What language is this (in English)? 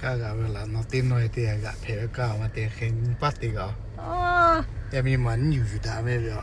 Lahu